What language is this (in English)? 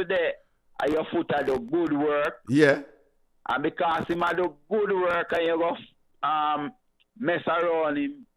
Jamaican Creole English